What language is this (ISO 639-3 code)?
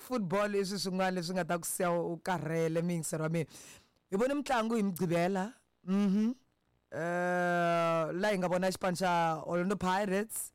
tso